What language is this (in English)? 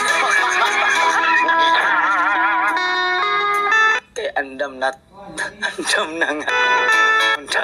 Cebuano